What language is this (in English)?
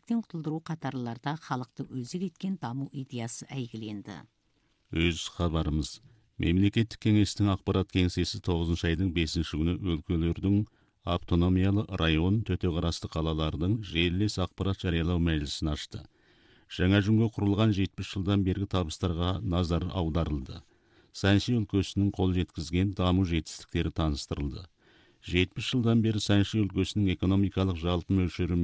Kazakh